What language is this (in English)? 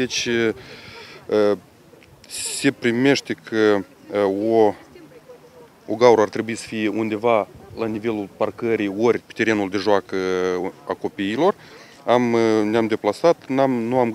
Romanian